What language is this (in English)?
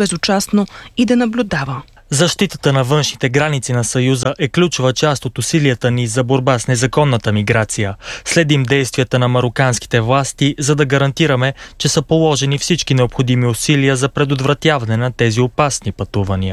Bulgarian